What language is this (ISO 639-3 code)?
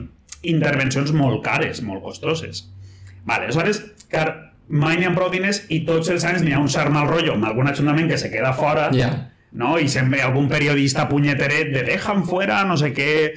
cat